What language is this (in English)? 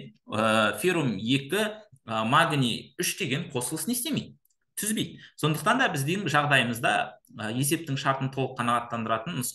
Kazakh